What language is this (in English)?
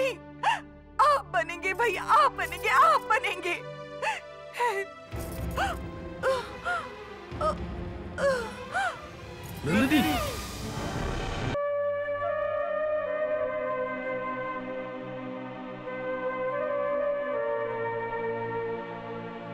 Hindi